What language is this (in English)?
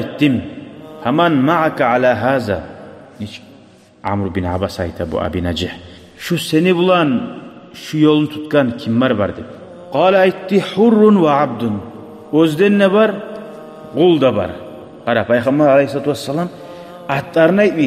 Kumyk